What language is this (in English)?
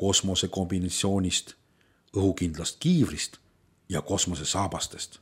Estonian